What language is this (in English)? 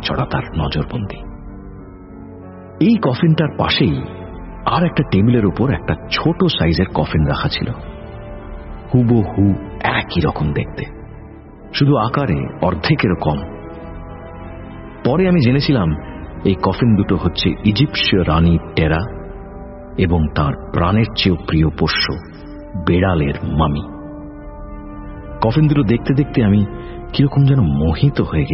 Bangla